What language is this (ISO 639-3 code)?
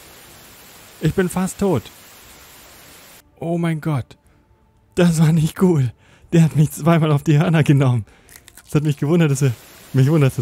deu